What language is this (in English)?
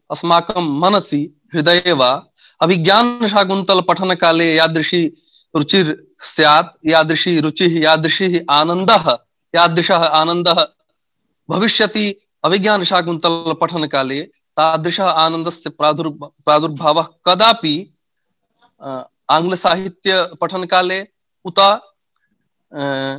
Sanskrit